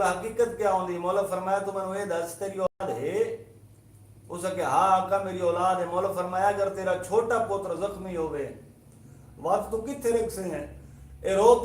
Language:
Saraiki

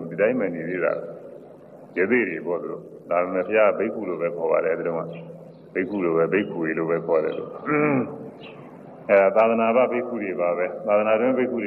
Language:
Burmese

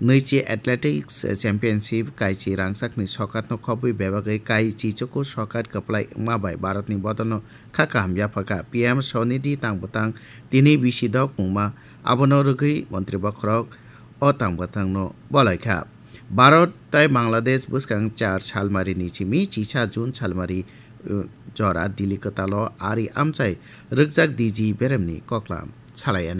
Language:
Kok Borok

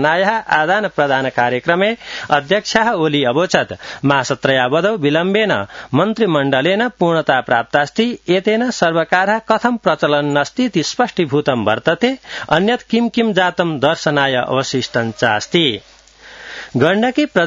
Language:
Sanskrit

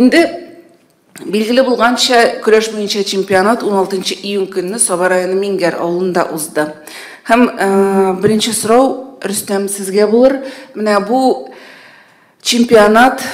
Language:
Tatar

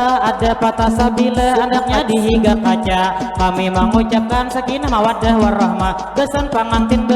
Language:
Banjar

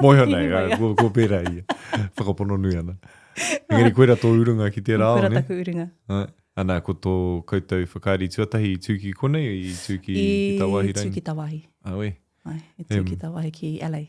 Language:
Māori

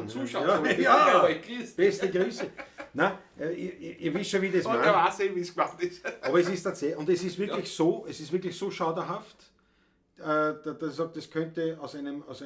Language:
Bavarian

